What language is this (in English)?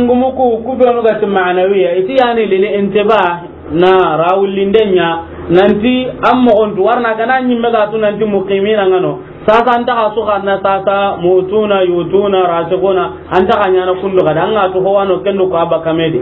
Soninke